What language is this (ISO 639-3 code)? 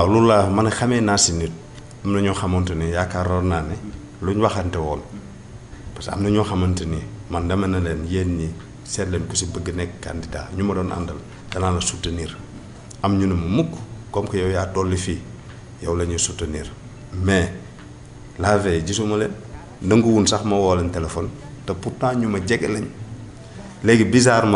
wol